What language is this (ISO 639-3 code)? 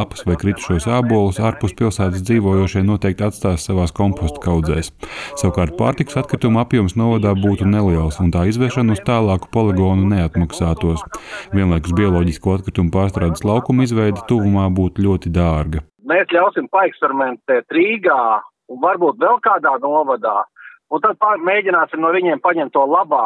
lav